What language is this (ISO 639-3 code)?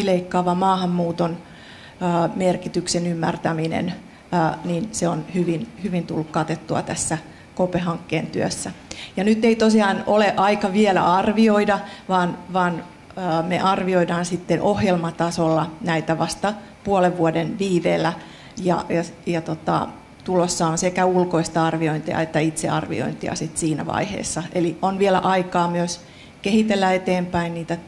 fin